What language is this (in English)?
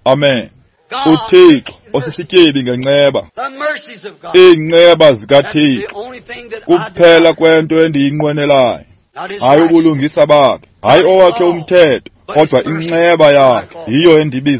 Xhosa